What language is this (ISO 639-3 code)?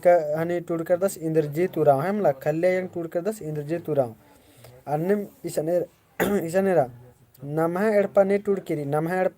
kru